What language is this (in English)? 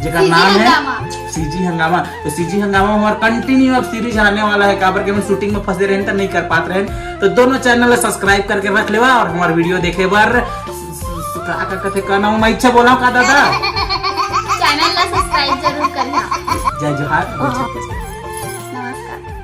Chhattisgarhi